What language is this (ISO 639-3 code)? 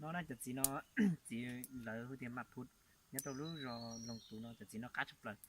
hmn